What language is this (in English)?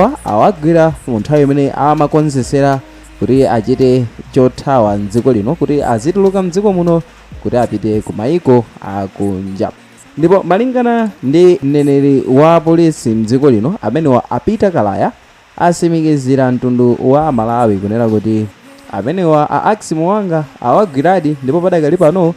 Nyanja